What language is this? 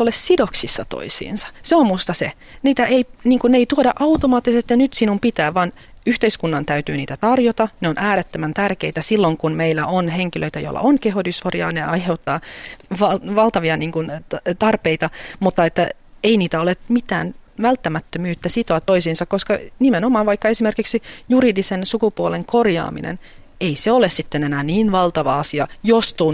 Finnish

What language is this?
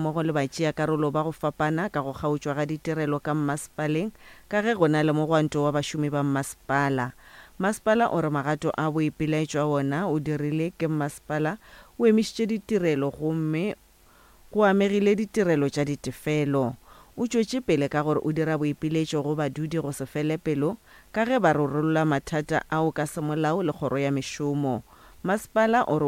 Northern Sotho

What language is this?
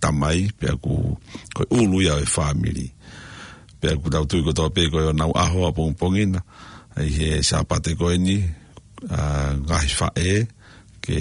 Tongan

